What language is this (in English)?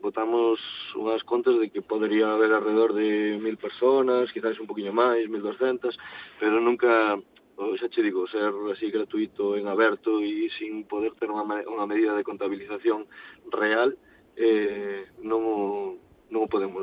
Galician